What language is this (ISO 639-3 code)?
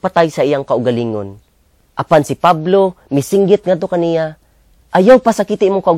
ceb